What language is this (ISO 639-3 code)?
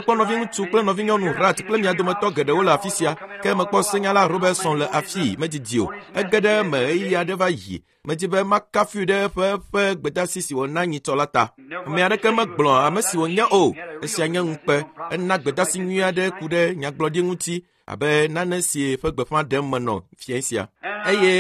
ewe